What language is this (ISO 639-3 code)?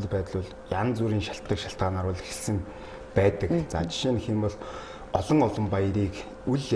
mon